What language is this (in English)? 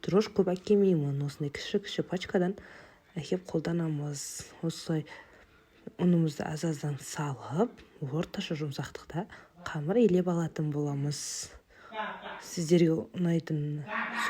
Kazakh